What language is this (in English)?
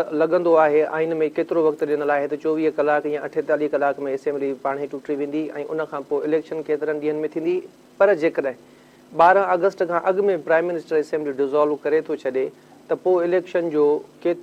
Sindhi